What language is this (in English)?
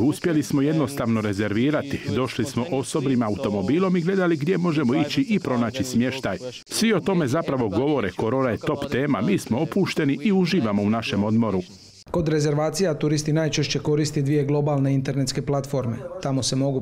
Croatian